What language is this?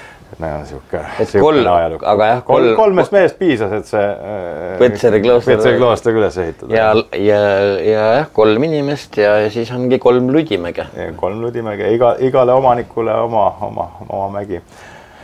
Estonian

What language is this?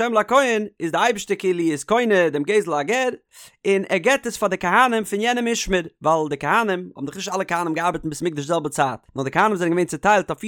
Yiddish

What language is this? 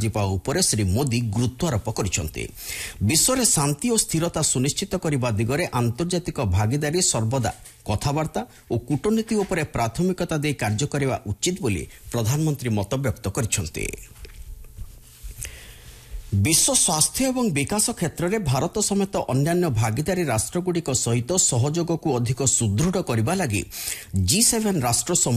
Odia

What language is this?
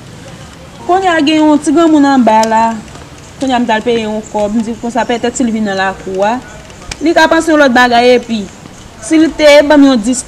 Haitian Creole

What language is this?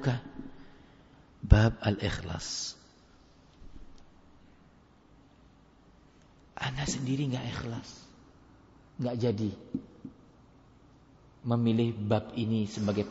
Indonesian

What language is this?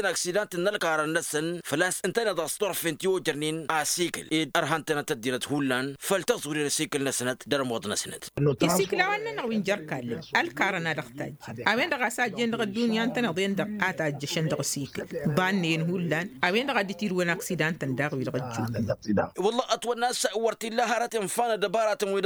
Tamasheq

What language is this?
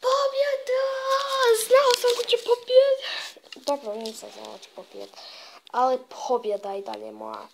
Bosnian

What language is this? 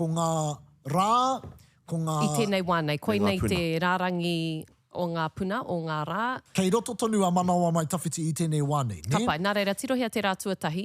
Māori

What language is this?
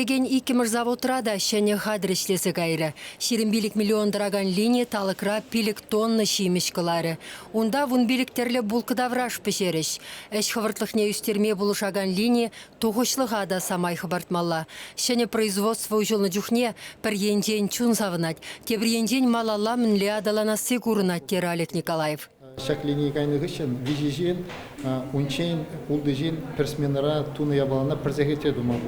Chuvash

